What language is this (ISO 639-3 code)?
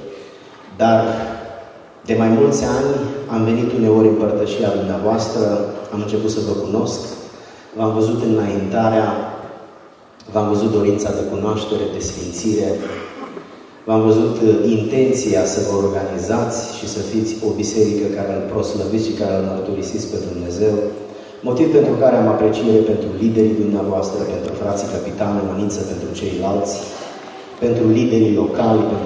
ron